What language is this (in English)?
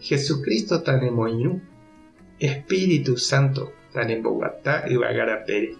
Guarani